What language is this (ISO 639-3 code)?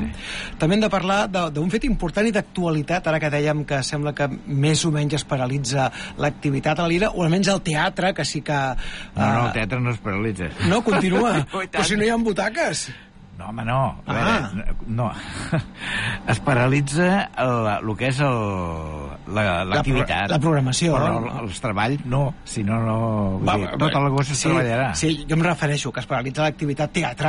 cat